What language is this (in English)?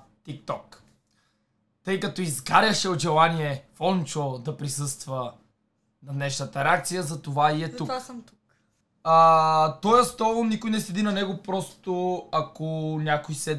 Bulgarian